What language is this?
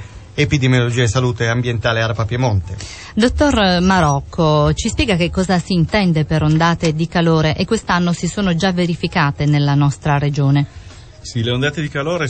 Italian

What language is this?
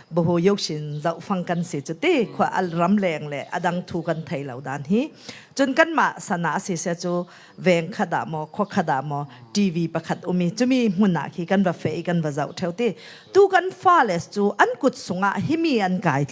Falam Chin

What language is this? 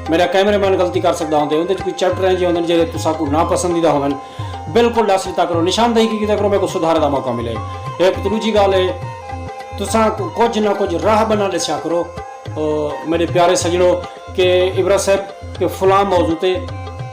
Saraiki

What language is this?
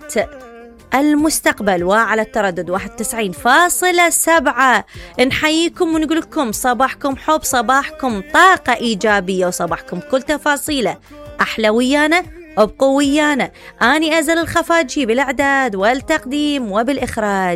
Mesopotamian Arabic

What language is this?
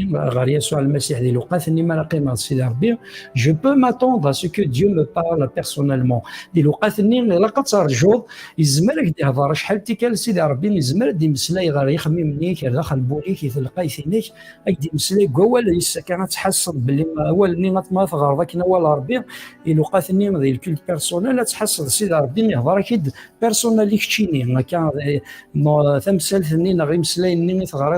Kabyle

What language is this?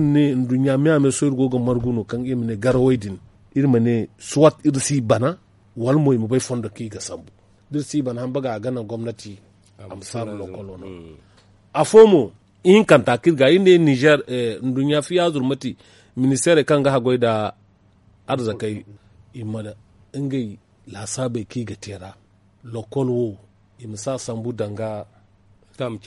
Zarma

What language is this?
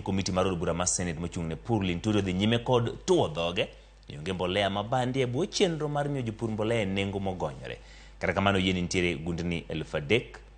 Luo (Kenya and Tanzania)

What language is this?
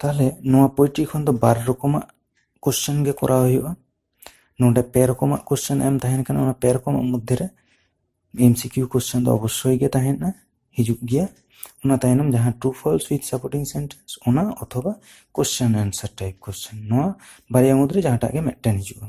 Santali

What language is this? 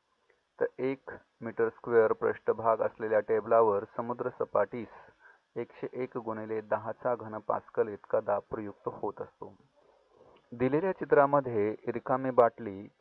Marathi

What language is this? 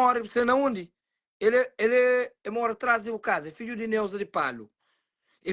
Kabuverdianu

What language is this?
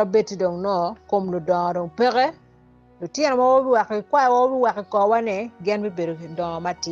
Acoli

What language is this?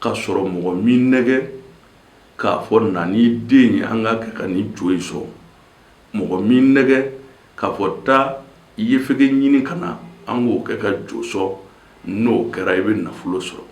Bambara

